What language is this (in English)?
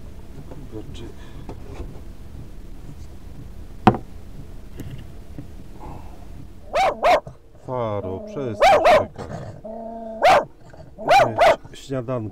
Polish